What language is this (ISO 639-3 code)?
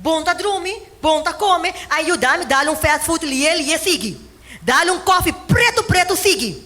pap